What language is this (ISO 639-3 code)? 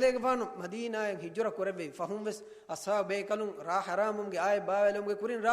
div